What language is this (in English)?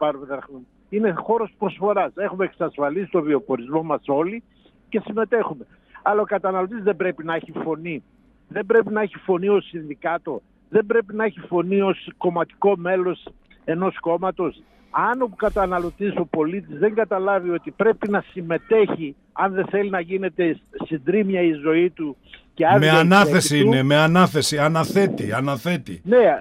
Greek